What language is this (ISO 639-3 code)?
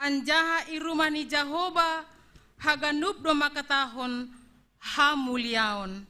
bts